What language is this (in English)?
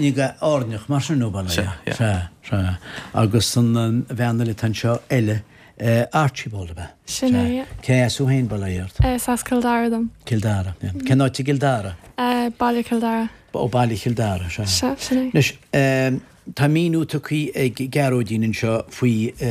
Irish